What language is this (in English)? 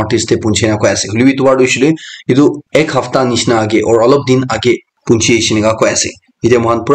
Naga Pidgin